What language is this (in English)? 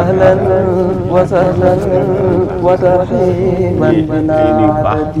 Wolof